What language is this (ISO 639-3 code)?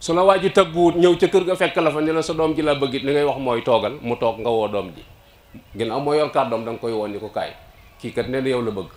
wol